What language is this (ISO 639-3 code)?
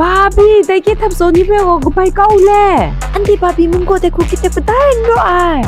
kac